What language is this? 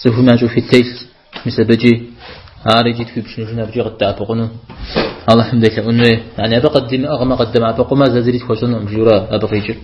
Kabardian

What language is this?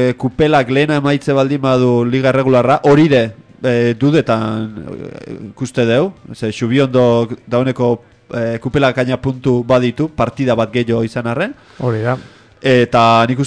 Basque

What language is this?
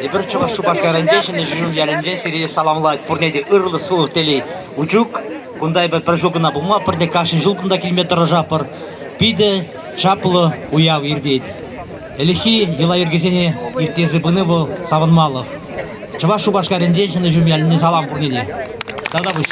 Chuvash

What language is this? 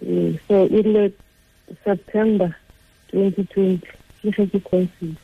Tswana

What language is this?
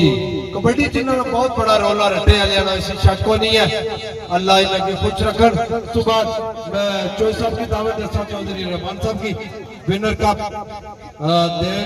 Pahari-Potwari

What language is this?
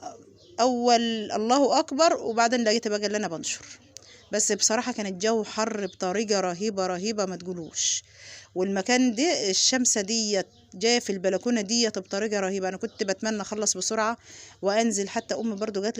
Egyptian Arabic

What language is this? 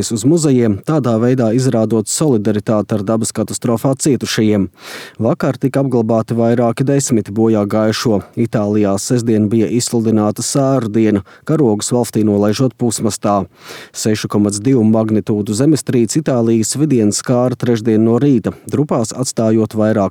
Latvian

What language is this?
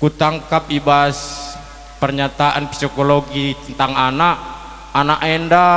Batak Karo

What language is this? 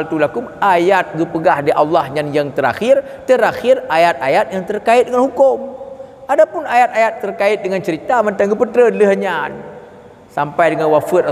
Achinese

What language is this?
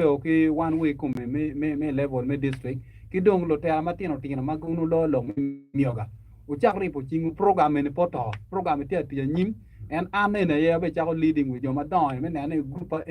Acoli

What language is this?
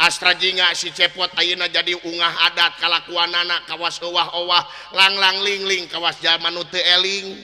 Sundanese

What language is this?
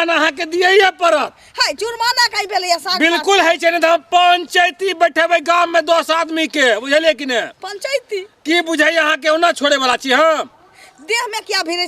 Maithili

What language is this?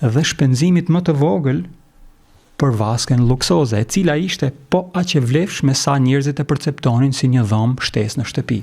Albanian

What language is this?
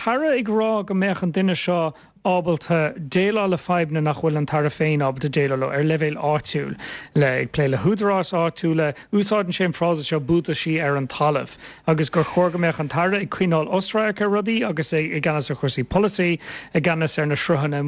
Irish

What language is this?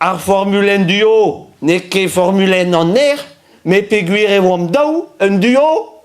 Breton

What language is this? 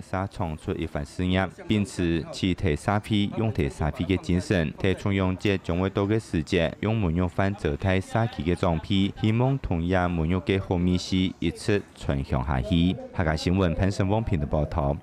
Hakka Chinese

